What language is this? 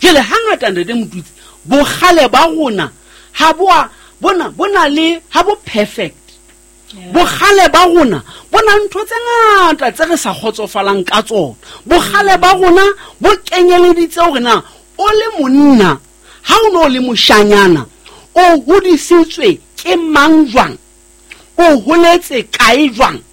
Southern Sotho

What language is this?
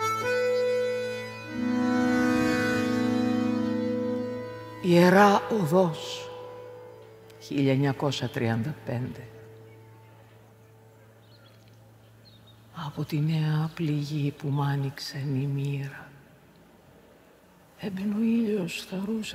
Greek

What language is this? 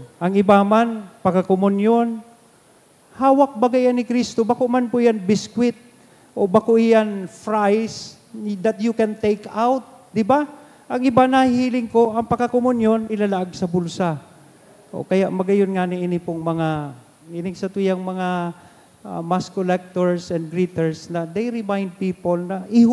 Bikol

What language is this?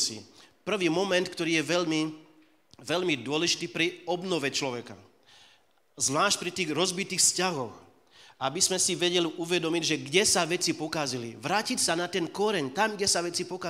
Slovak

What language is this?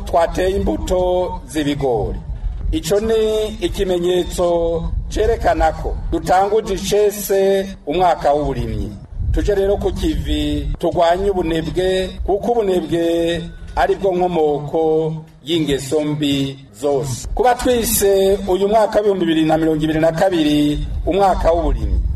Rundi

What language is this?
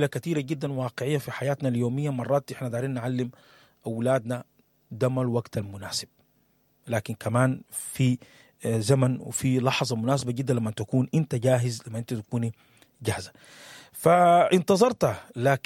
Sudanese Arabic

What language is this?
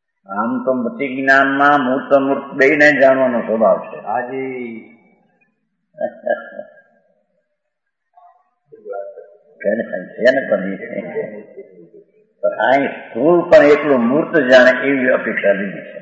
Gujarati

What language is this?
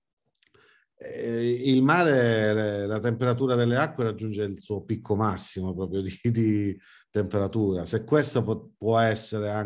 Italian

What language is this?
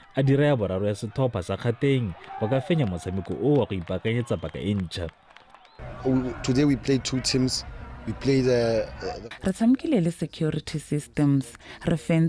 Tswana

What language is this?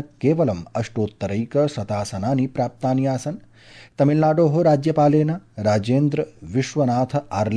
Sanskrit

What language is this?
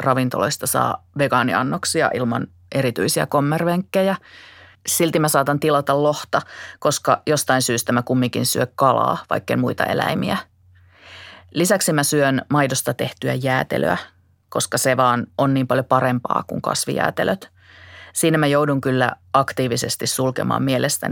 Finnish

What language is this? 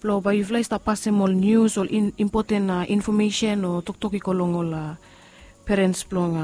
Bislama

